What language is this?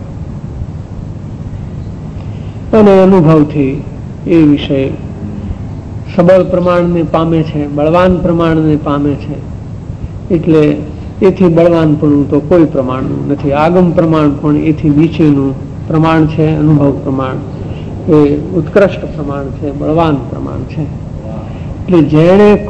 Gujarati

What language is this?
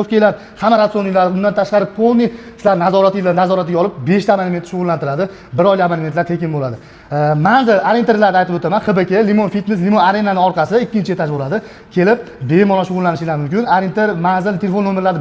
Uzbek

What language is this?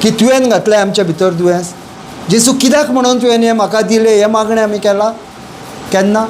Konkani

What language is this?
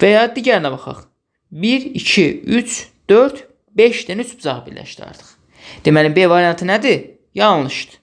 Azerbaijani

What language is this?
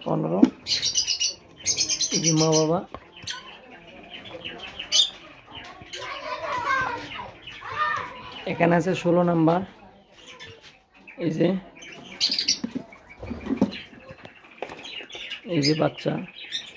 Bangla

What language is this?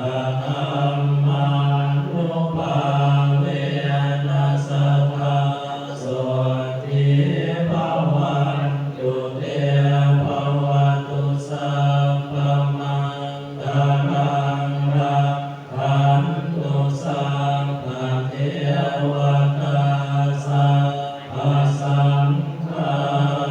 Pali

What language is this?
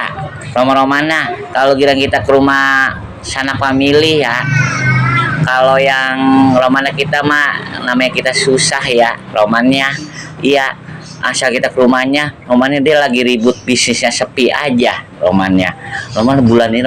Betawi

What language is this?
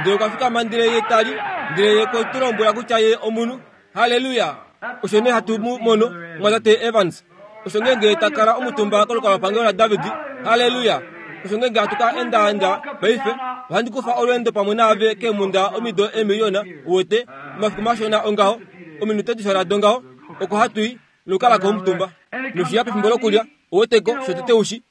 Kuanyama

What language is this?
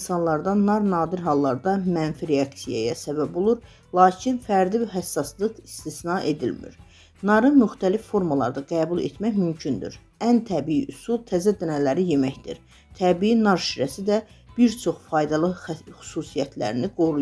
Azerbaijani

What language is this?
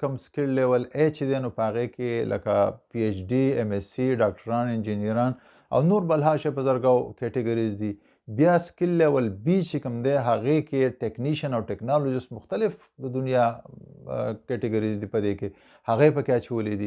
Pashto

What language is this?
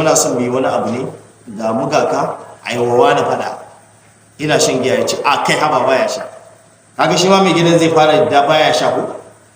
Hausa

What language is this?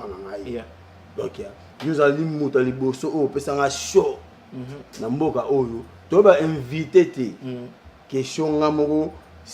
Lingala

